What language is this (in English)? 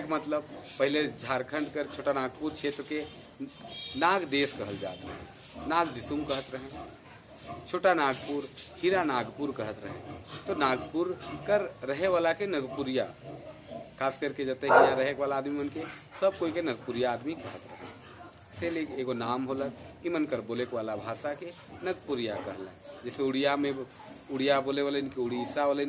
Sadri